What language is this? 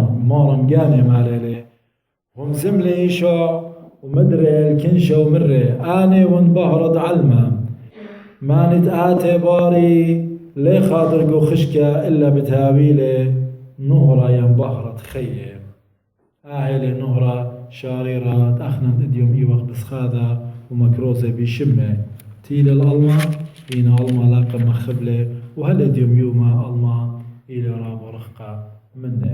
Assyrian Neo-Aramaic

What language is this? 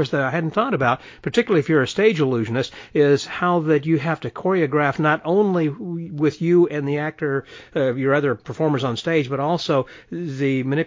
English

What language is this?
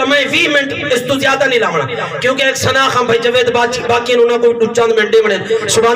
Saraiki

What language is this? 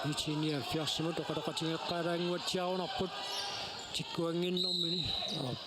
Kalaallisut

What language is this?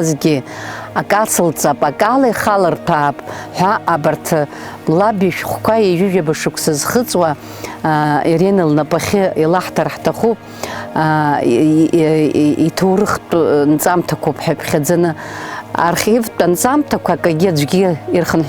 Abkhazian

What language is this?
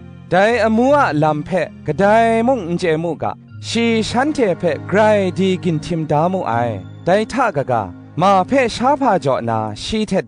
Kachin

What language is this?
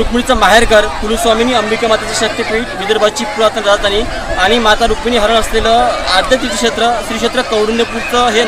Marathi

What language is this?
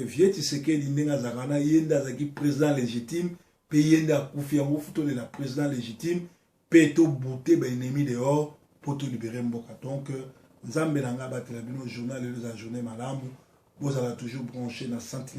Lingala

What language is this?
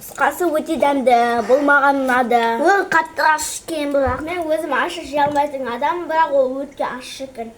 Kazakh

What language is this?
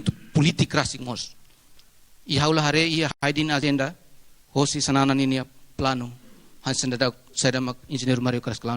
Tetum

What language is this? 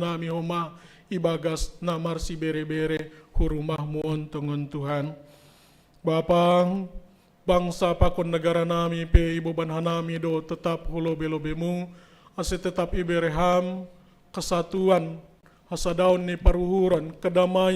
Batak Simalungun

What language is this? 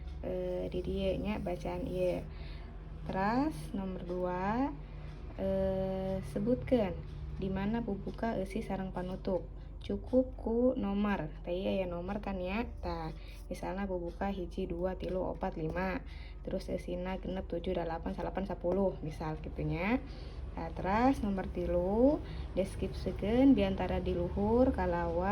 Sundanese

